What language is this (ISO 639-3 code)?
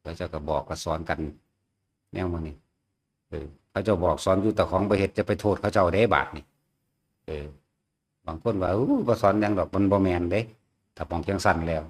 tts